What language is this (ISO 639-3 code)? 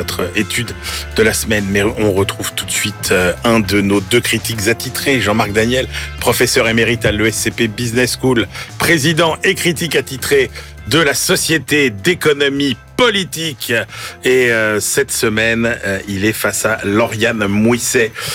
fra